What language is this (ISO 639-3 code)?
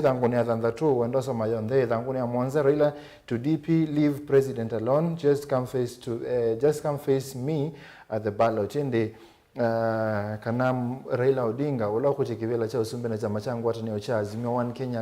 kam